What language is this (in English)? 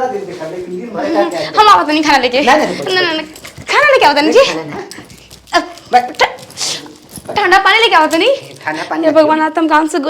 Bhojpuri